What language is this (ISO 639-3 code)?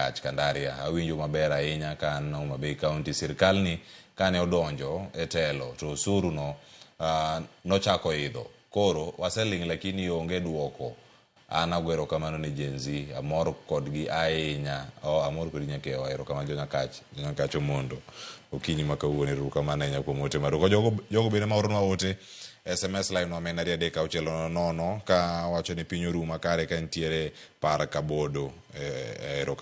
luo